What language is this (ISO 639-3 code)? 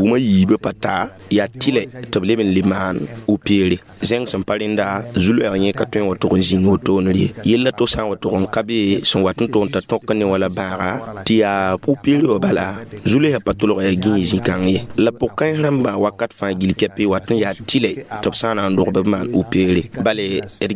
mos